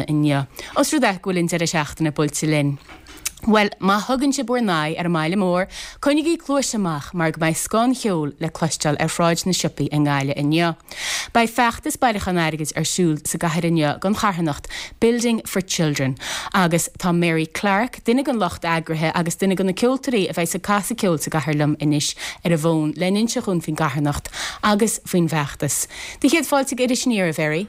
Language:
Irish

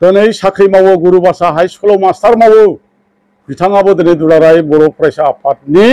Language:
Bodo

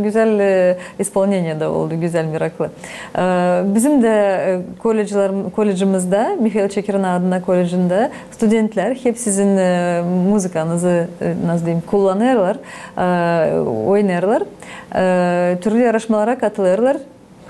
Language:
Gagauz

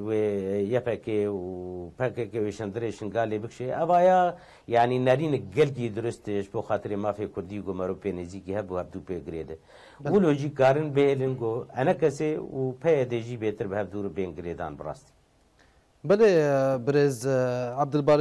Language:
Kurdish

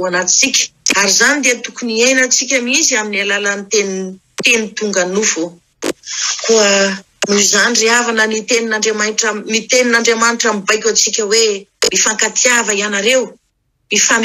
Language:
Malagasy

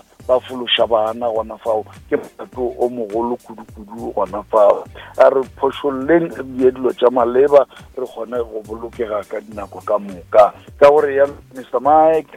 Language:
Northern Sotho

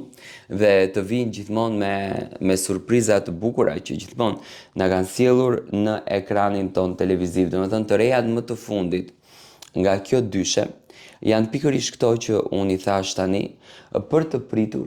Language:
Albanian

